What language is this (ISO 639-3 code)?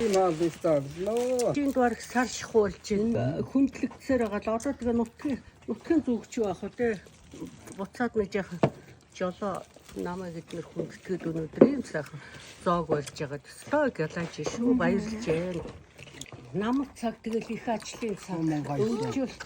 mon